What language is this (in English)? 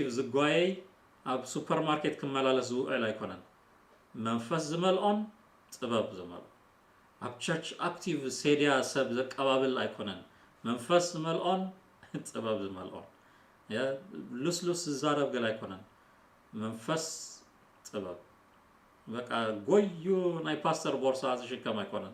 Tigrinya